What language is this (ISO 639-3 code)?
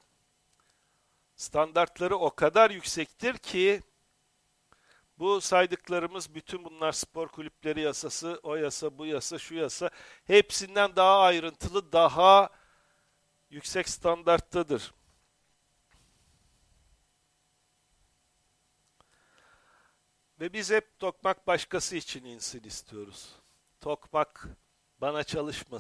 tur